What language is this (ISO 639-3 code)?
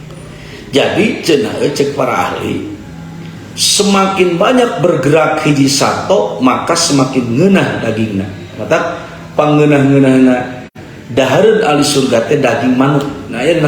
sun